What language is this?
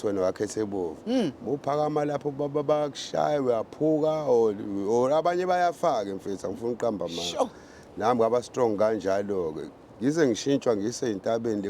Zulu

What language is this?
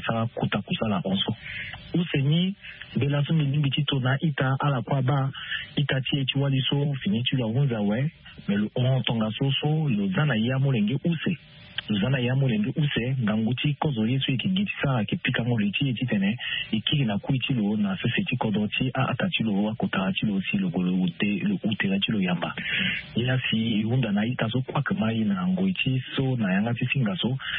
Sango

